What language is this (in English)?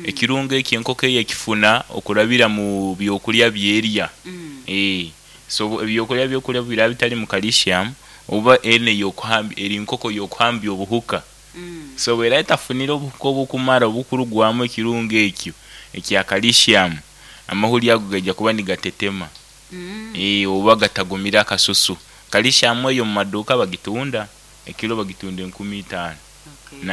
Nyoro